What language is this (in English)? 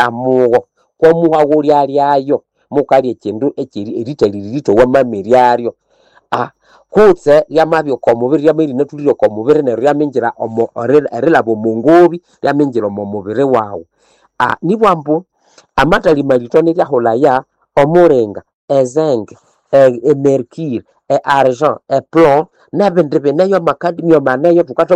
Nande